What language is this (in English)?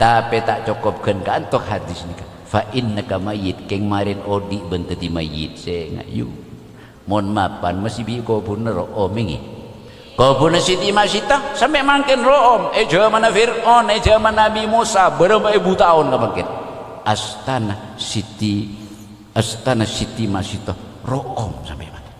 Madurese